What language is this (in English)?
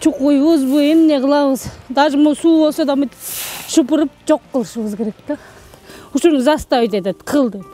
Kyrgyz